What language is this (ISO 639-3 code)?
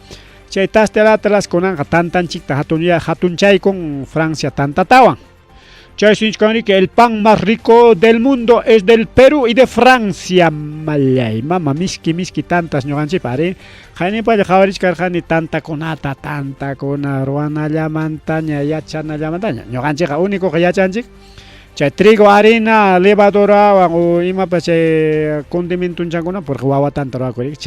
quy